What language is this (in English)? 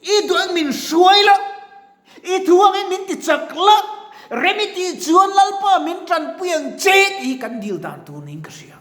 Mizo